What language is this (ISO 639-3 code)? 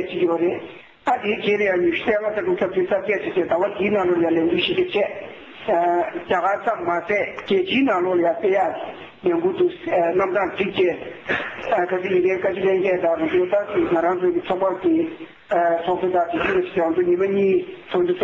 bod